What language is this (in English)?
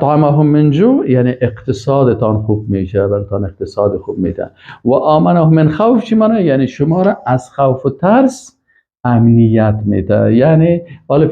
Persian